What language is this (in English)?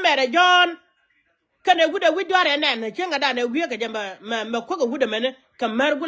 Nuer